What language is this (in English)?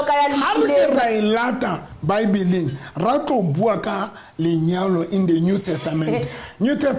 Southern Sotho